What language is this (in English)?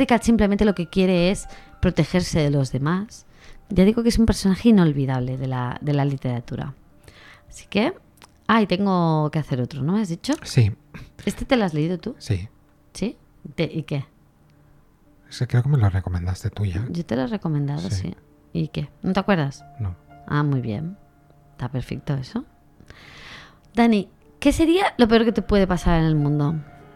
Spanish